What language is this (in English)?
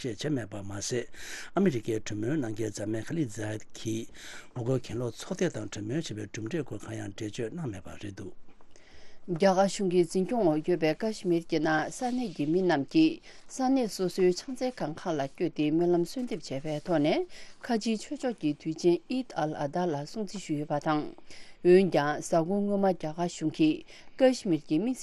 Tibetan